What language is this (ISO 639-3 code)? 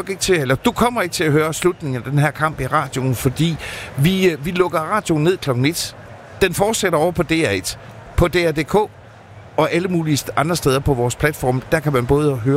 dan